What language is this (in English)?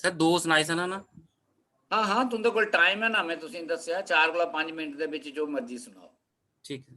Dogri